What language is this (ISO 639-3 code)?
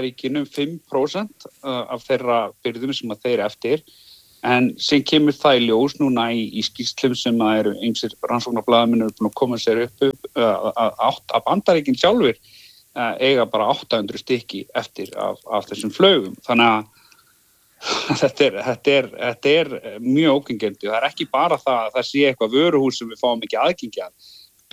isl